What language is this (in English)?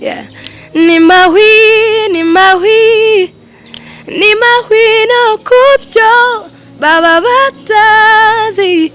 Kinyarwanda